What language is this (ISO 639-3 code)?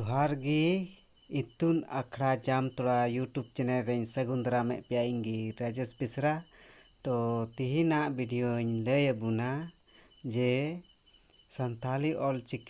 sat